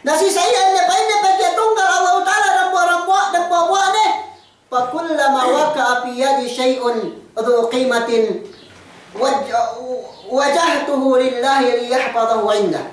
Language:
Yakan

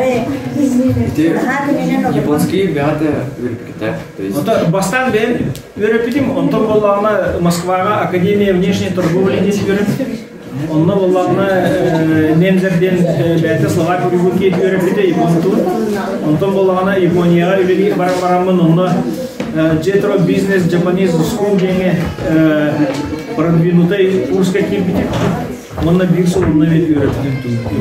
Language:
Yakut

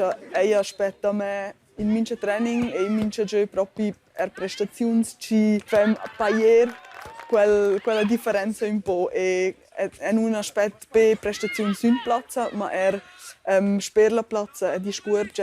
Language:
Romansh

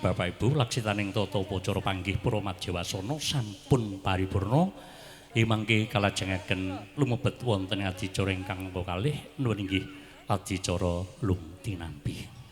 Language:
Javanese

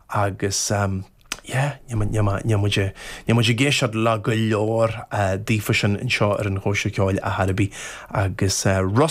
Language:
Irish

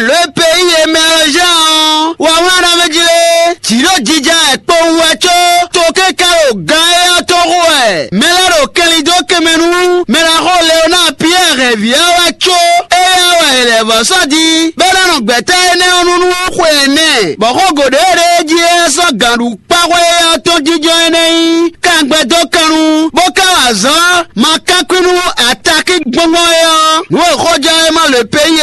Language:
Fon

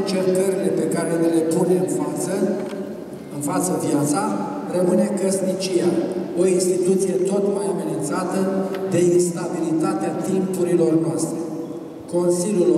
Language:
Romanian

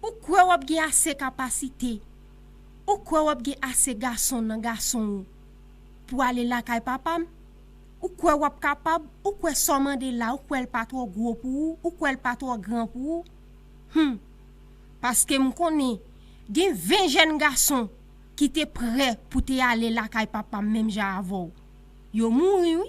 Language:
Haitian Creole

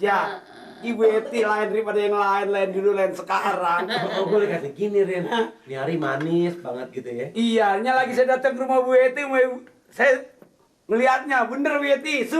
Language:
Betawi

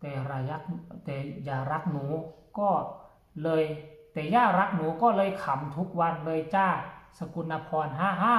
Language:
Northeastern Thai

